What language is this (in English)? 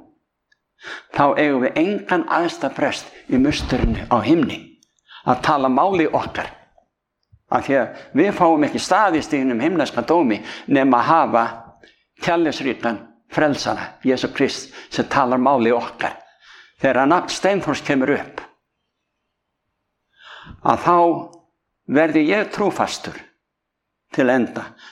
Icelandic